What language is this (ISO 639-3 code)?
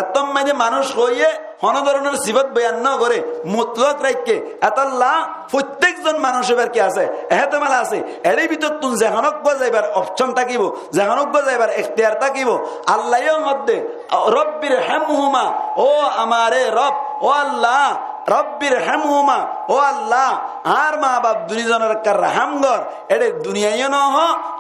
rhg